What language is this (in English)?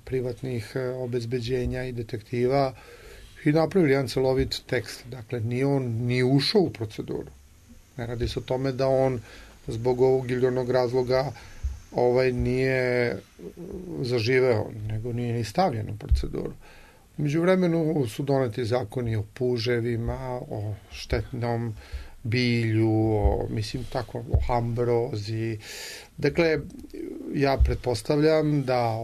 Serbian